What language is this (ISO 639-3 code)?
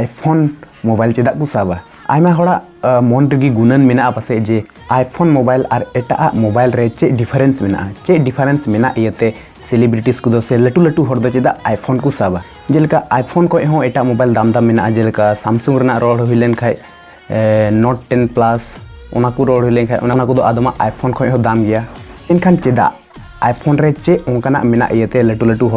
sat